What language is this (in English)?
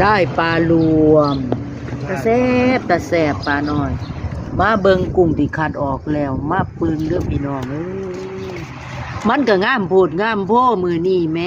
Northeastern Thai